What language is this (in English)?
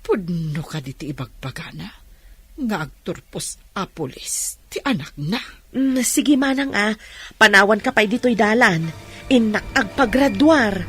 Iloko